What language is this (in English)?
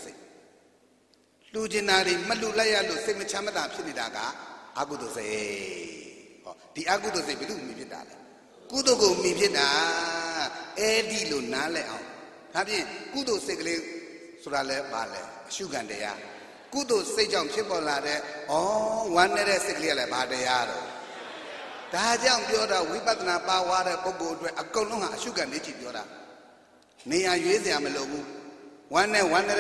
Burmese